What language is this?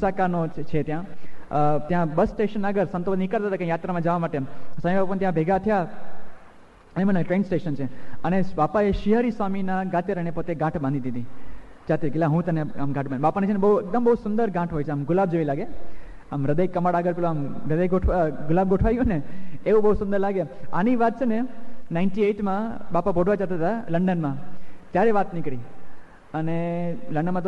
Gujarati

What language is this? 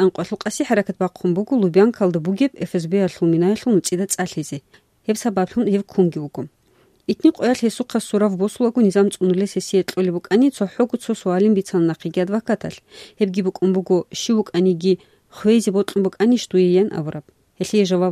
Avaric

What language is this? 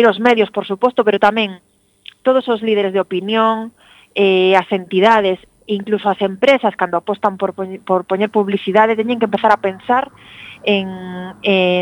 Galician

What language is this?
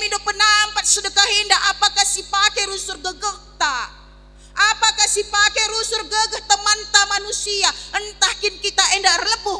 Batak Karo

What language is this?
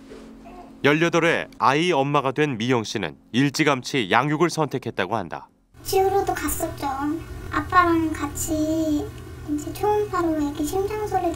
Korean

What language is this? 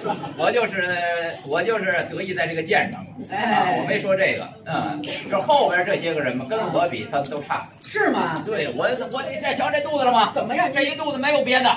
Chinese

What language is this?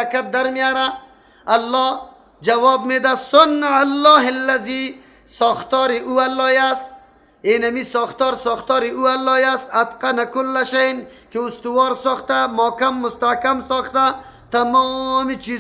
Persian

